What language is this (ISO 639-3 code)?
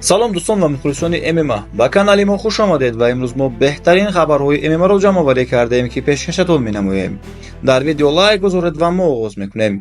tgk